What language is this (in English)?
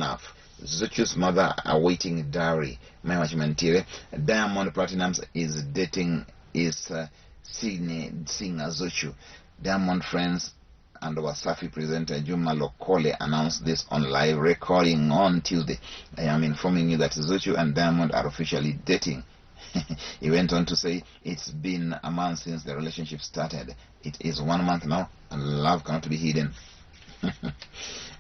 Luo (Kenya and Tanzania)